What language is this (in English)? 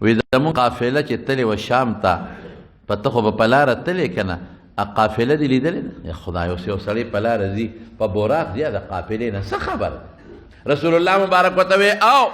Pashto